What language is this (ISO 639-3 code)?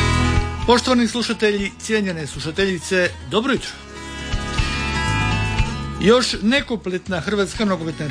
hrv